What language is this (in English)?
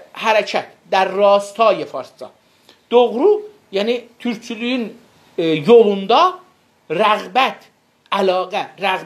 South Azerbaijani